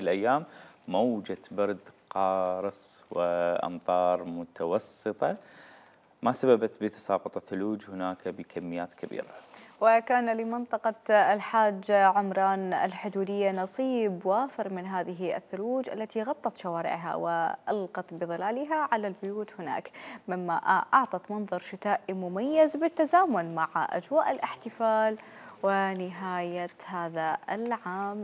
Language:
Mesopotamian Arabic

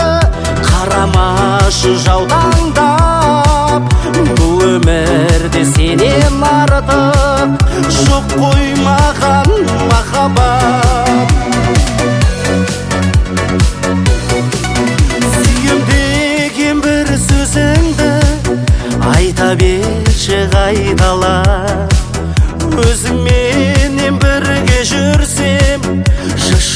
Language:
Kazakh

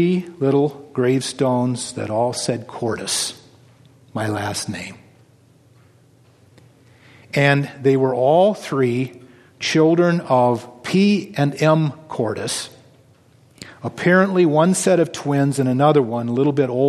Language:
English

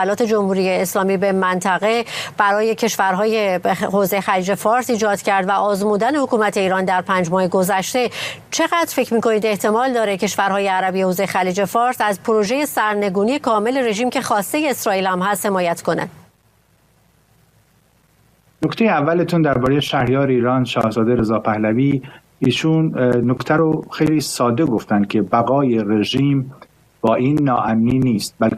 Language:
Persian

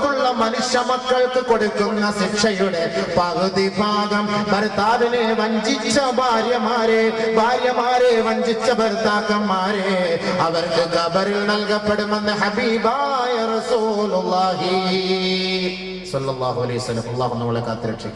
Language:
Malayalam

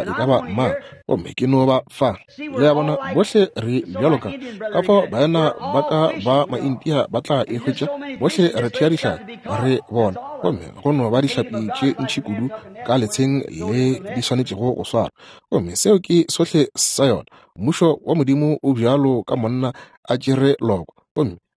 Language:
Northern Sotho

